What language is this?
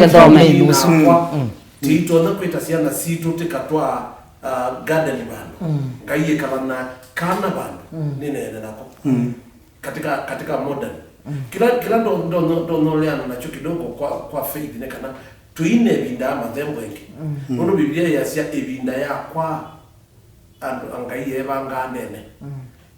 Kamba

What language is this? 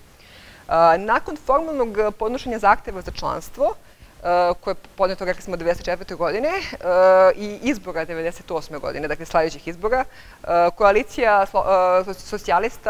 Serbian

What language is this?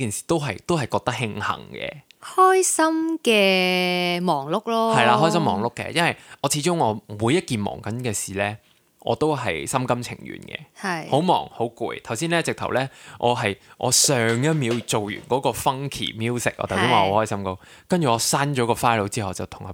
Cantonese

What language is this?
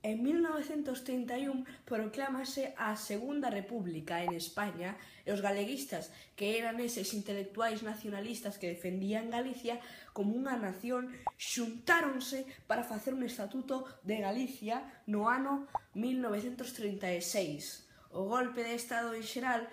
Galician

